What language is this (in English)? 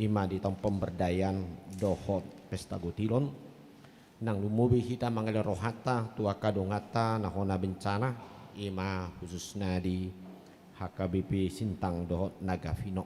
Batak Toba